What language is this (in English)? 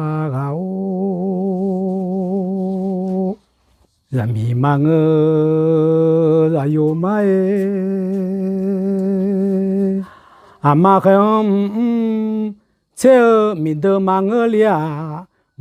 Akha